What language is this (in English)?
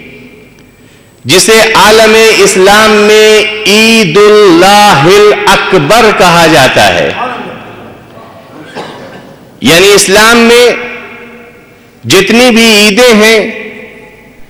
Urdu